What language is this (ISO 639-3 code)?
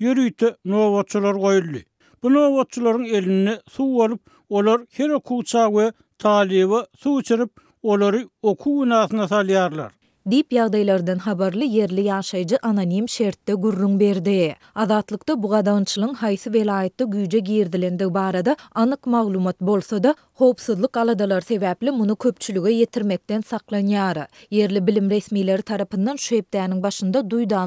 tuk